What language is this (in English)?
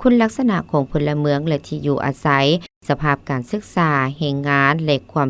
Lao